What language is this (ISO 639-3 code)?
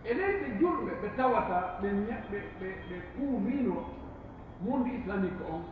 fuf